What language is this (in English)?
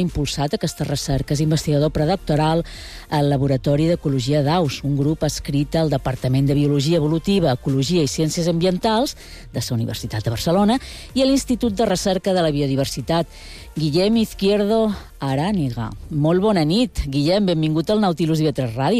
Catalan